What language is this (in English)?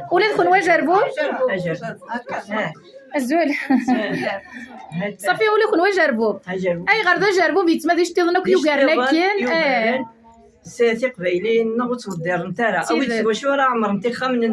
Kabyle